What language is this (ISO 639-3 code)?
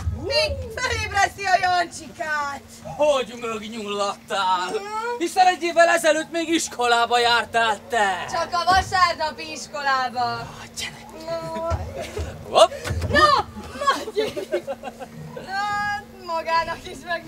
hun